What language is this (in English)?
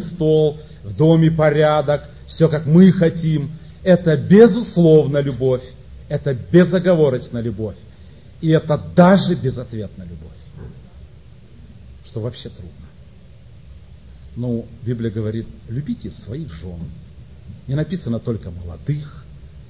Russian